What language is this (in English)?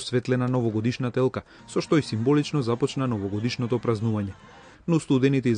Macedonian